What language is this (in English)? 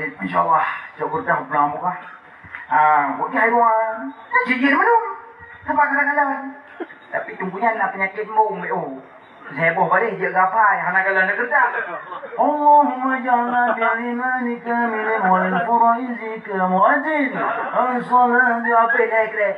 Achinese